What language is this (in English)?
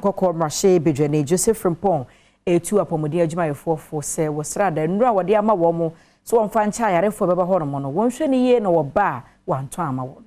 Akan